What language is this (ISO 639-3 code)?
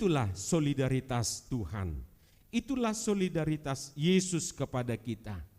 bbc